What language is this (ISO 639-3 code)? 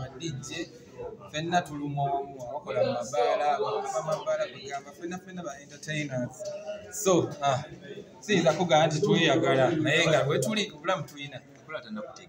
lug